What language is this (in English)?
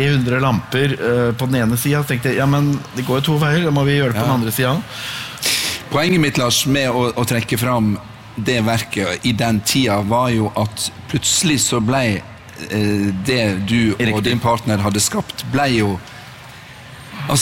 Norwegian